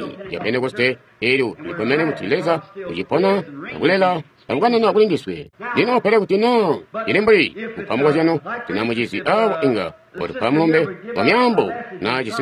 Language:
Tonga (Zambia)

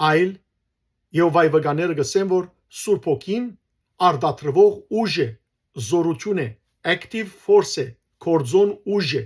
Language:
Western Armenian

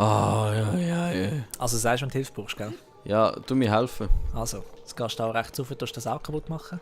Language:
Swiss German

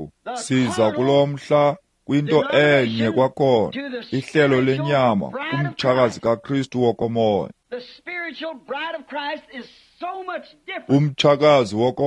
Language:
Xhosa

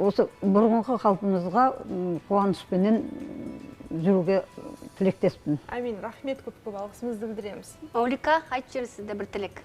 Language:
Kazakh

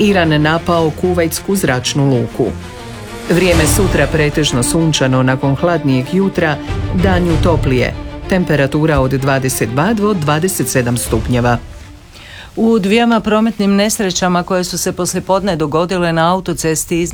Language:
Croatian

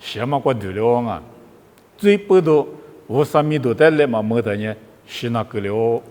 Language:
Lisu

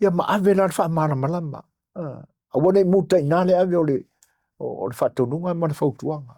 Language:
Samoan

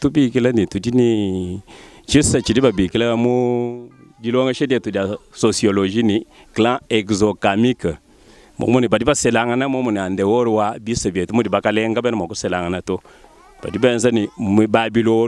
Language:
Luba-Lulua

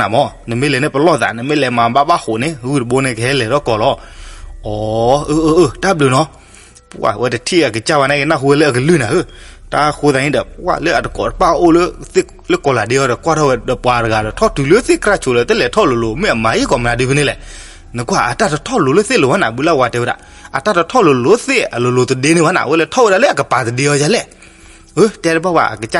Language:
S'gaw Karen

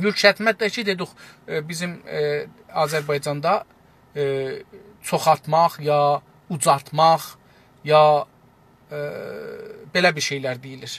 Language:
South Azerbaijani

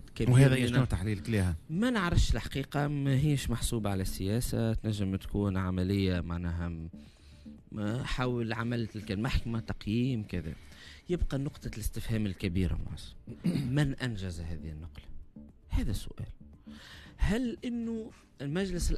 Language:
Tunisian Arabic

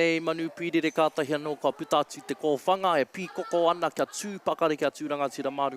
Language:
Māori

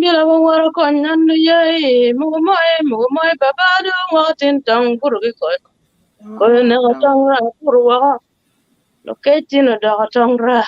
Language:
Acoli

